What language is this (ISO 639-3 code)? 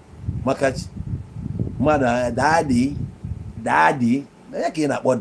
ibo